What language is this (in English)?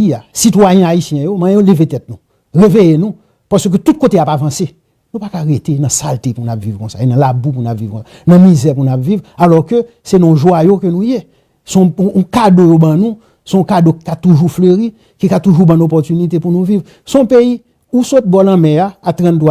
Haitian Creole